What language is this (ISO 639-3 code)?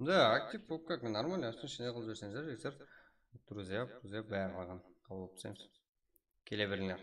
kaa